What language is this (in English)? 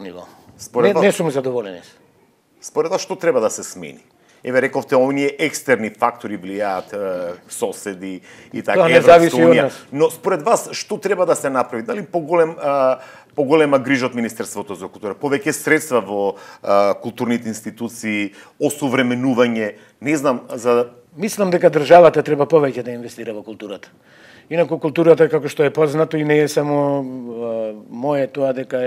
Macedonian